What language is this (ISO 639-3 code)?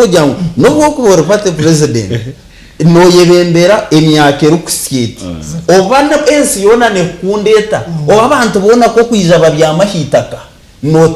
nyn